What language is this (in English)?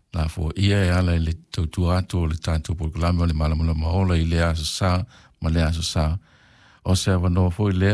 Samoan